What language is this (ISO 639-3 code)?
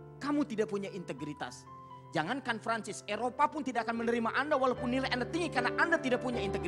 ind